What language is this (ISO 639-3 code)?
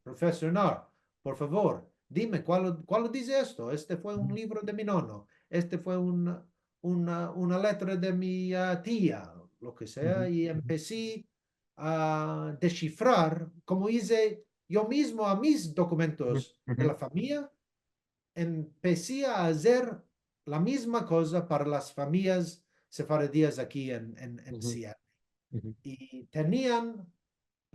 lad